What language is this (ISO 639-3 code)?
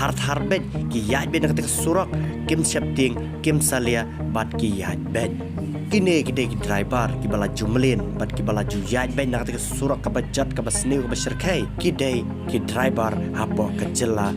kha